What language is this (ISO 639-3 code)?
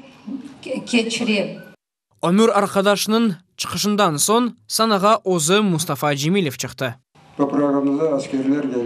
crh